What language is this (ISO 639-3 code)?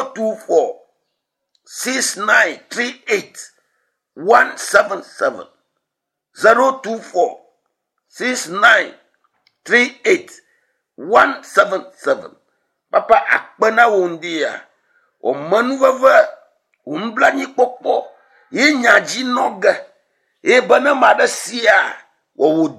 ewe